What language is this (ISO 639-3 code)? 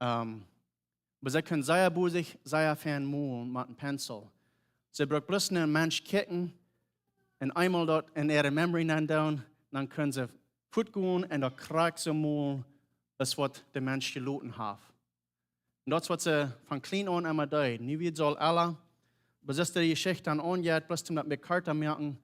pdt